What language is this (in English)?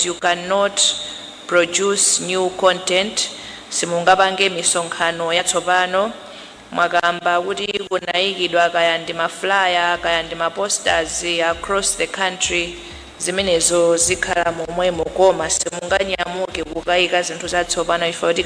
Nyanja